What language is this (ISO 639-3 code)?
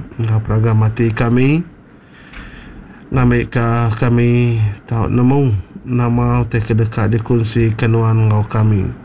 iba